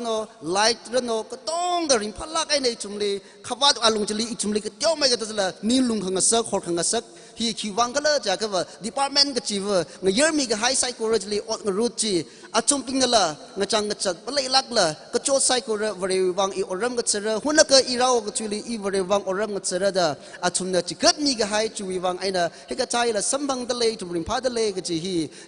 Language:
Tangkhul Naga (India)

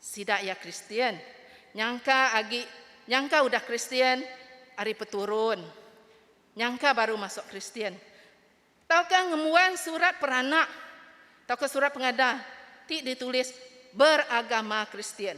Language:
Iban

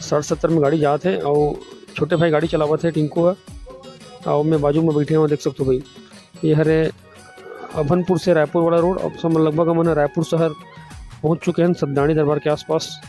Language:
Chhattisgarhi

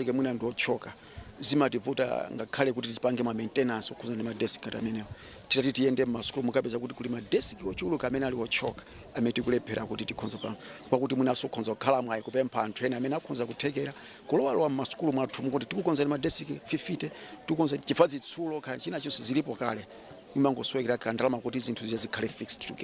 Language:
Nyanja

